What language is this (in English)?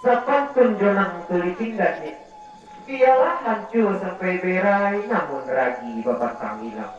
Minangkabau